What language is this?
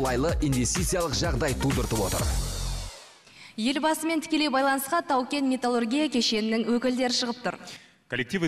Kazakh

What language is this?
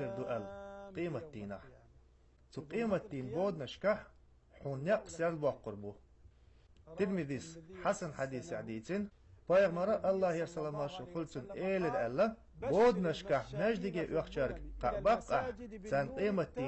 Chechen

